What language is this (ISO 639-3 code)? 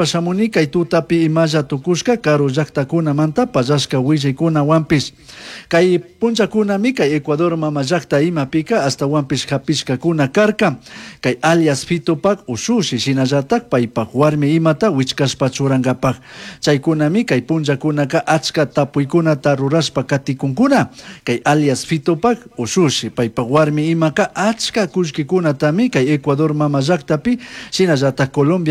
qug